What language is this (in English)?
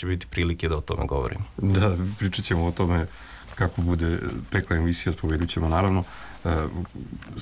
Serbian